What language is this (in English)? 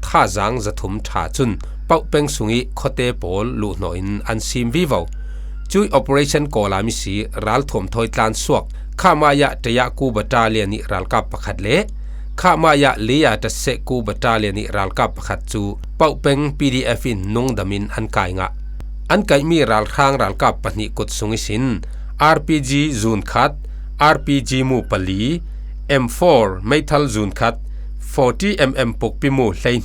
Falam Chin